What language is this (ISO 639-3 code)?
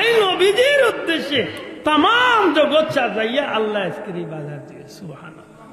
syl